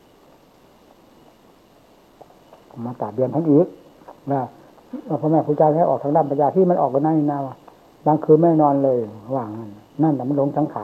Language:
Thai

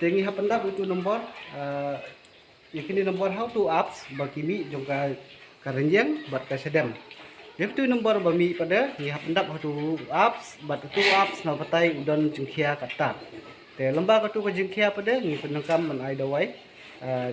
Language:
Khasi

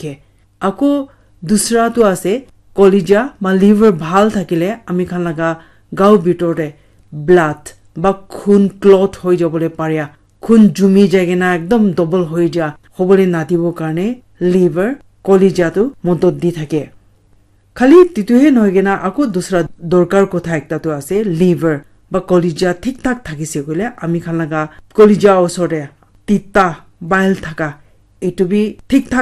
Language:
Naga Pidgin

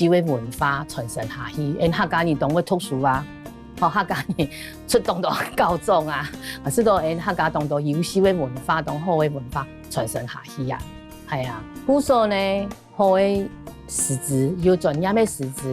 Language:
Hakka Chinese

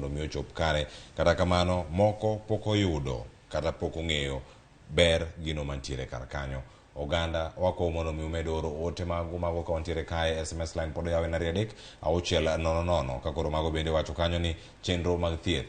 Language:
Luo (Kenya and Tanzania)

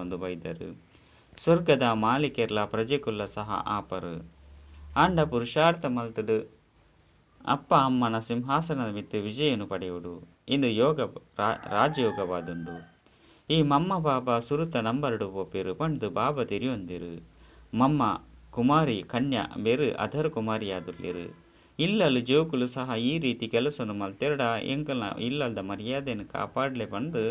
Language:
Tulu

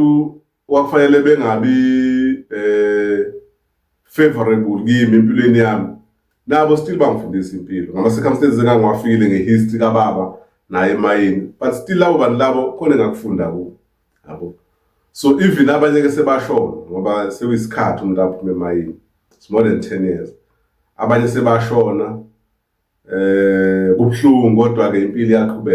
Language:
Zulu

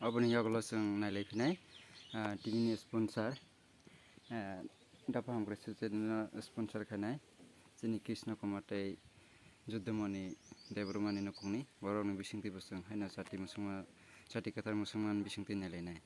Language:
Kok Borok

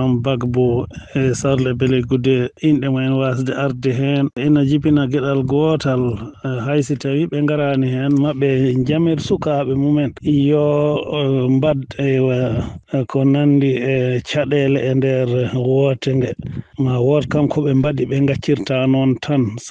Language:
Fula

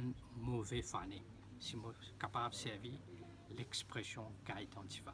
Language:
Morisyen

